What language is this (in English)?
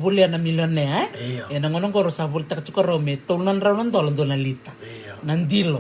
Fijian